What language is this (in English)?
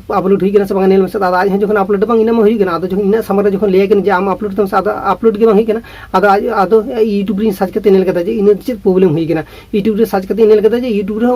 Santali